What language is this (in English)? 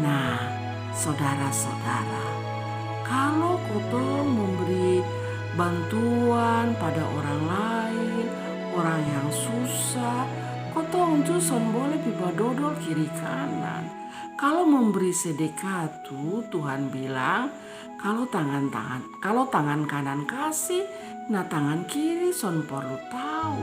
Kupang Malay